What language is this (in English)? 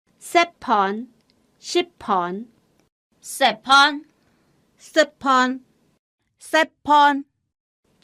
Hakka Chinese